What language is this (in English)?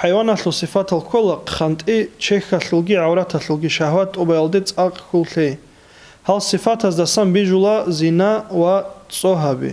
Avaric